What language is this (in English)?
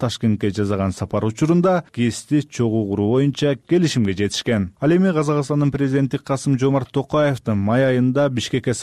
Kyrgyz